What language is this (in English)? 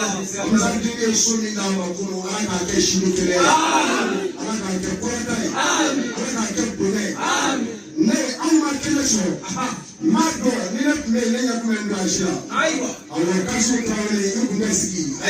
Bambara